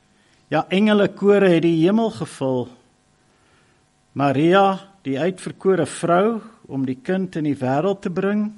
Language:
Afrikaans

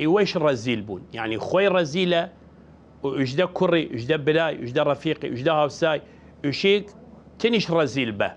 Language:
Southern Kurdish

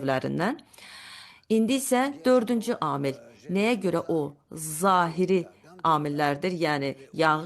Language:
Azerbaijani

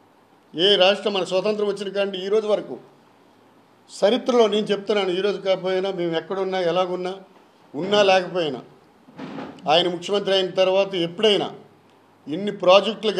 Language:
Telugu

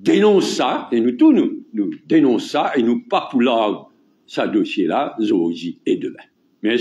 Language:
Morisyen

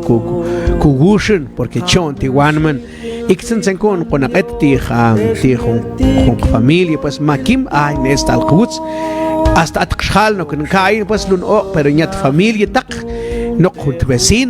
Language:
Mam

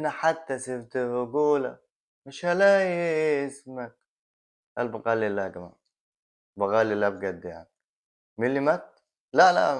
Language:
Egyptian Arabic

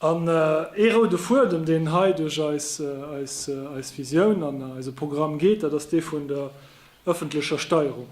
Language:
Luxembourgish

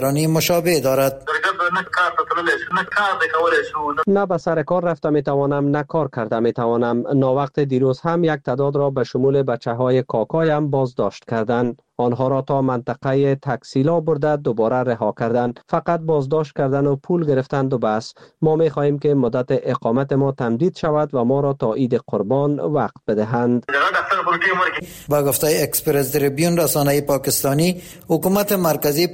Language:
Persian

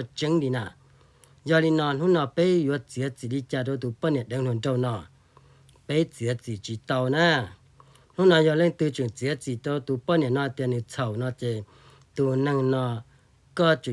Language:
Hmong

